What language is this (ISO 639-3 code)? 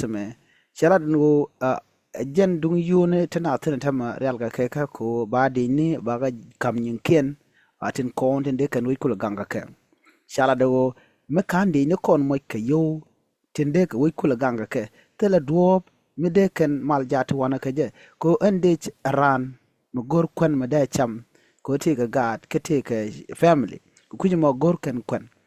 nus